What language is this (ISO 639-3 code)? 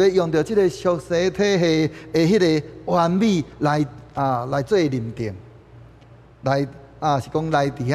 nan